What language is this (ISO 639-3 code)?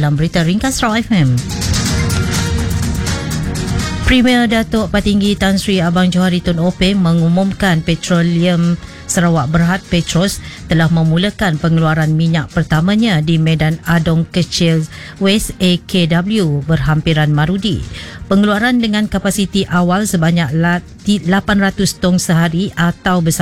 msa